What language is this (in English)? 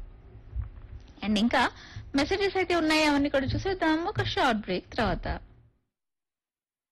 Telugu